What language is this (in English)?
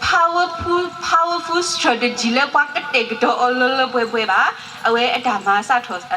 S'gaw Karen